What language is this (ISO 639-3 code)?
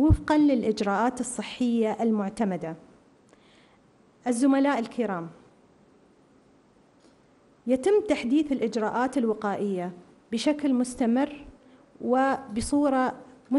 ara